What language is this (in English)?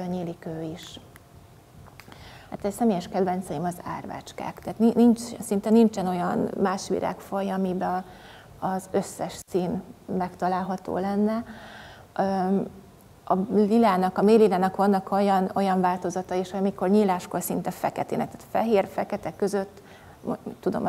Hungarian